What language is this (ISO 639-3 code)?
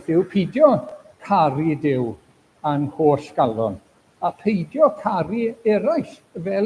cym